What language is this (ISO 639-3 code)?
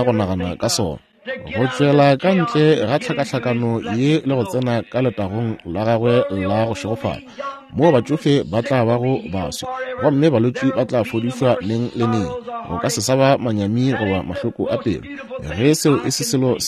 nso